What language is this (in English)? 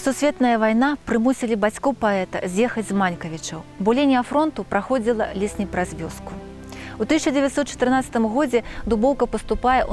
Belarusian